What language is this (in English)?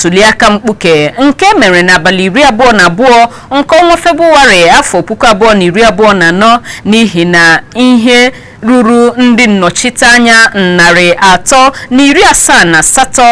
Igbo